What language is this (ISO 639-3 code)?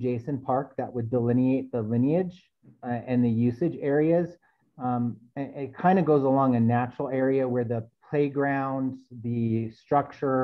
eng